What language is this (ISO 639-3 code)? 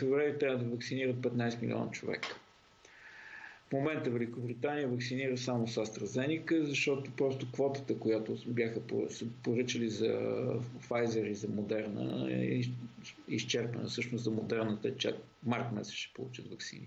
bul